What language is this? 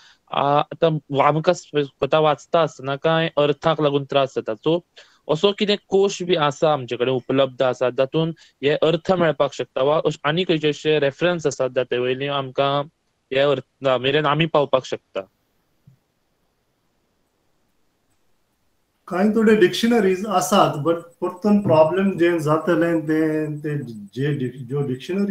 Konkani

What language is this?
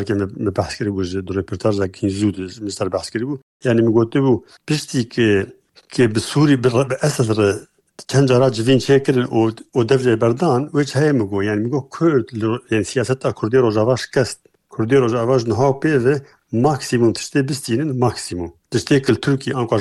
Kurdish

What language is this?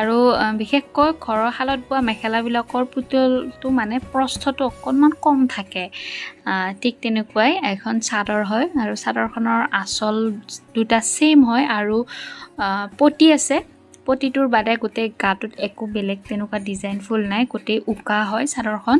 Assamese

